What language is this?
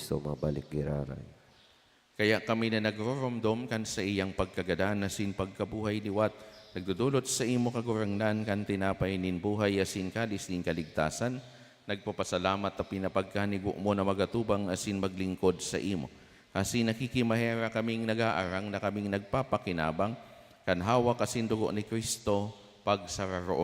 Bikol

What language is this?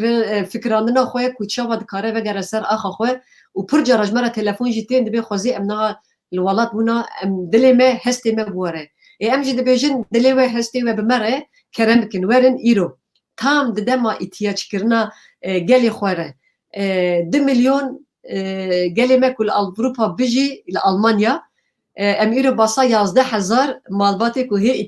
Kurdish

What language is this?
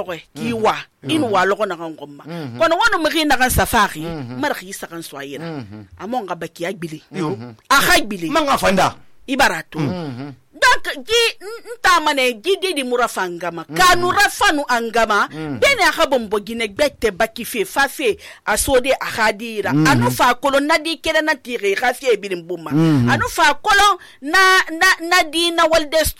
Susu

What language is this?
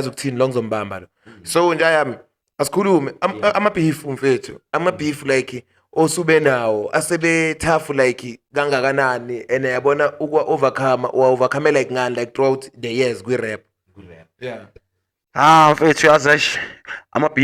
Zulu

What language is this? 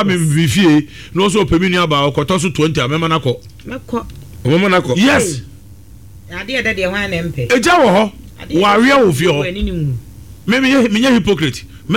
Akan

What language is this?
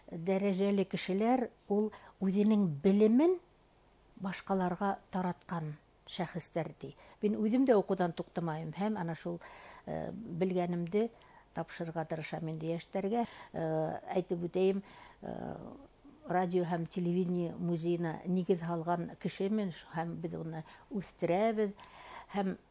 Bashkir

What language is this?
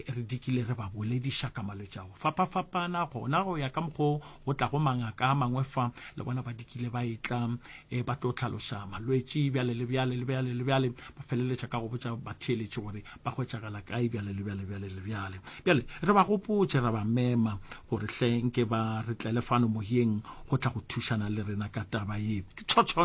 Northern Sotho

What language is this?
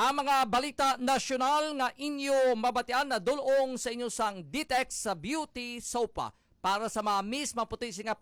Hiligaynon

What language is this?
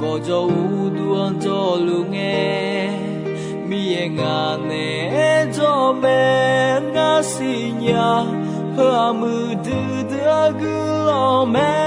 Akha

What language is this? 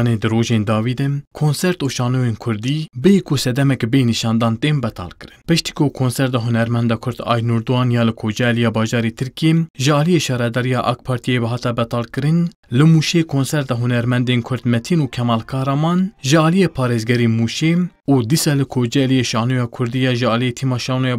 Kurdish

